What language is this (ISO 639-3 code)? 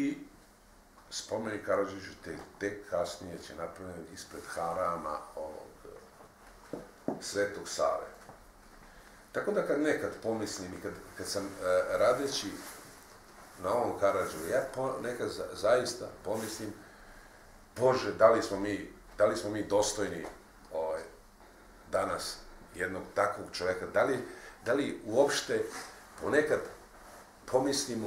srp